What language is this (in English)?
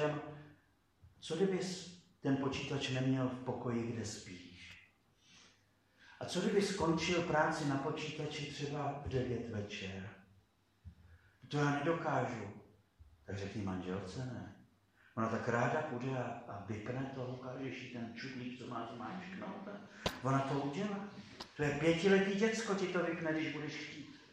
Czech